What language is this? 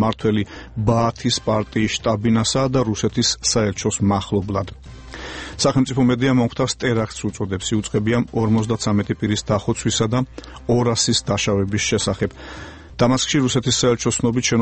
Georgian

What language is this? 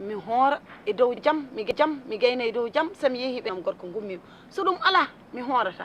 Fula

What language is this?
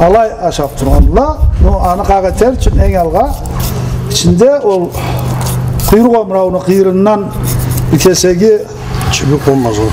Karachay-Balkar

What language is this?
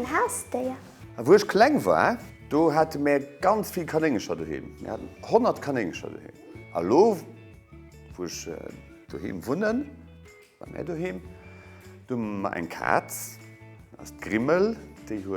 Luxembourgish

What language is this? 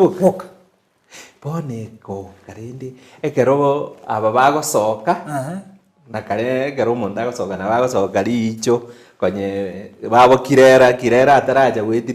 Gusii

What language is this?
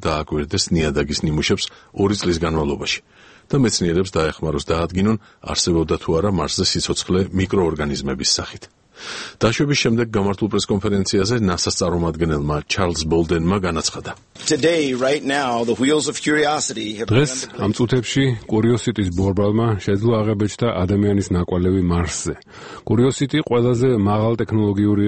Georgian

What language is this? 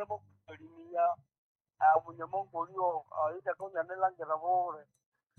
Nande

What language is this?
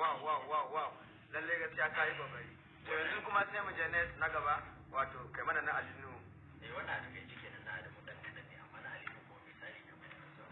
Hausa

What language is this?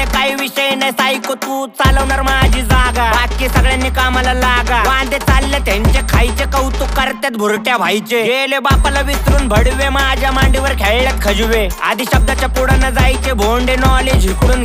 Marathi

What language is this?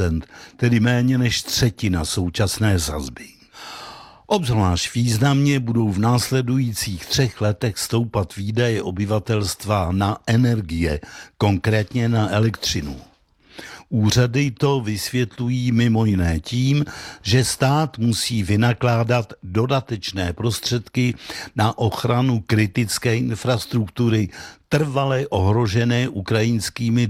Czech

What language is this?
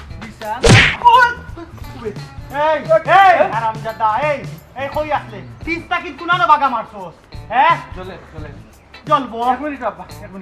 Sylheti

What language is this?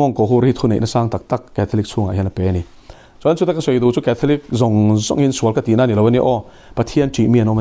Mizo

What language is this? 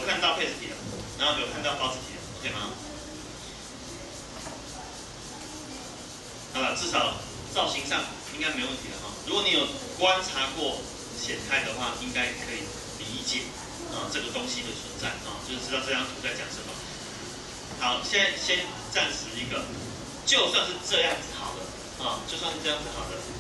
Chinese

